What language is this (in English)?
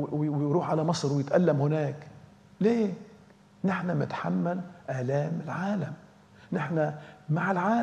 Egyptian Arabic